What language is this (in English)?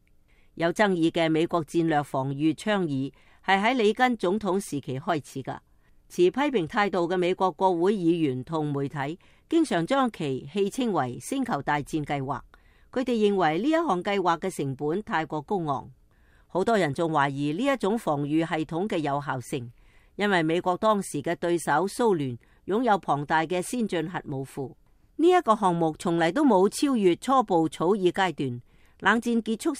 Cantonese